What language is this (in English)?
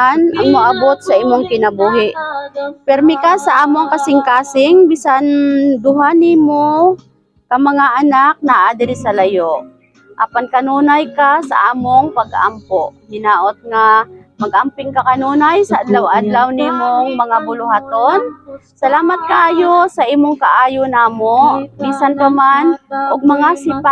Cebuano